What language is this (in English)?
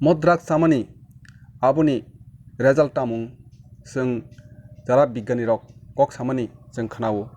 Kok Borok